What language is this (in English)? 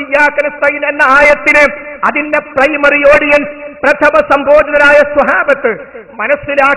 Malayalam